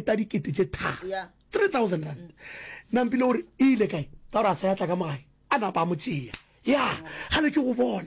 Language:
Northern Sotho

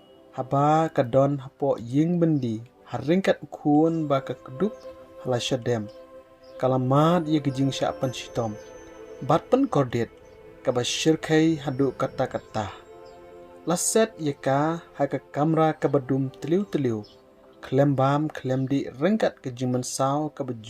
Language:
Khasi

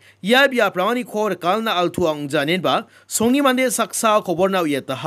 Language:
Garo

